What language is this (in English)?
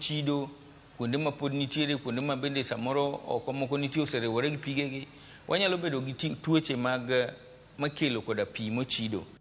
Luo (Kenya and Tanzania)